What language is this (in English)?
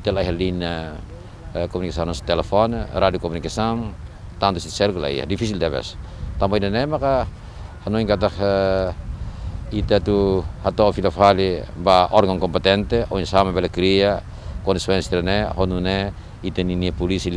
Tetum